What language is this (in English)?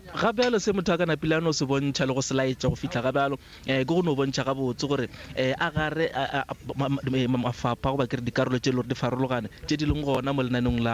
Northern Sotho